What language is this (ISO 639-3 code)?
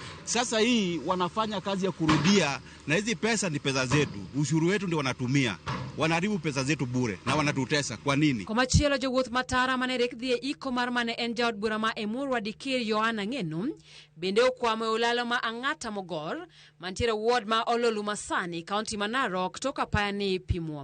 luo